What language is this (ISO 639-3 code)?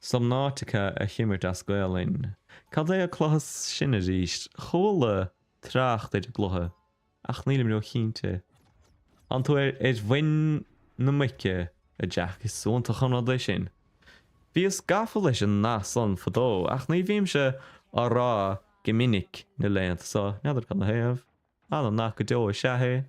gle